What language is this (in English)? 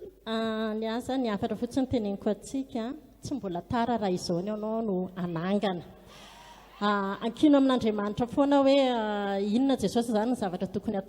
Malagasy